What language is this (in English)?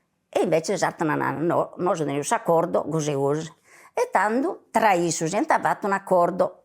Sardinian